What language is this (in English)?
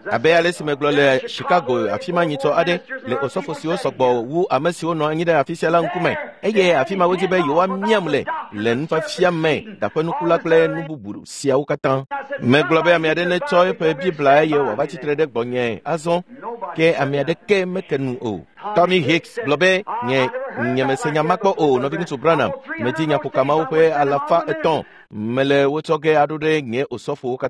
Ewe